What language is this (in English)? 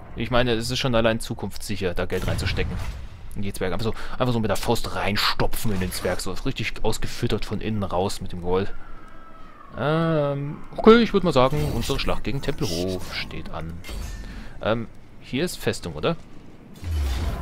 German